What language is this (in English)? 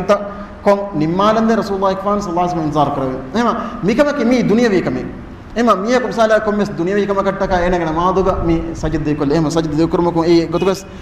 Divehi